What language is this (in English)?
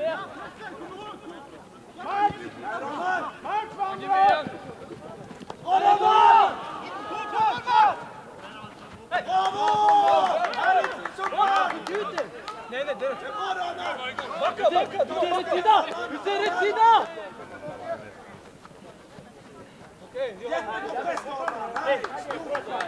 Swedish